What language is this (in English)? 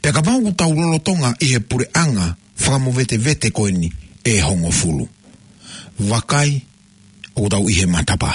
Tongan